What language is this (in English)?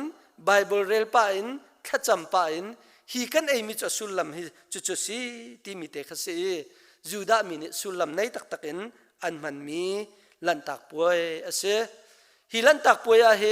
Hakha Chin